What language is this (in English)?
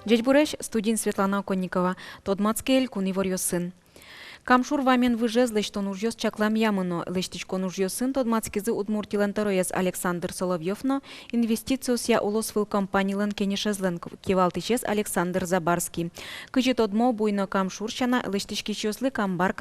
Udmurt